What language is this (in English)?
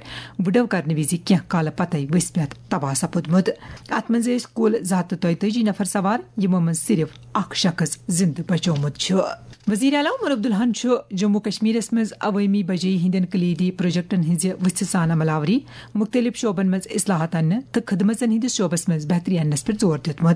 Kashmiri